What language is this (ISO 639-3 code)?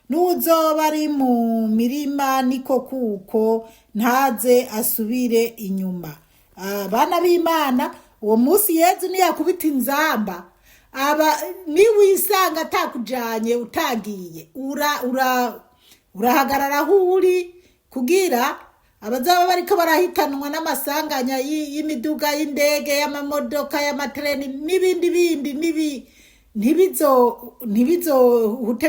run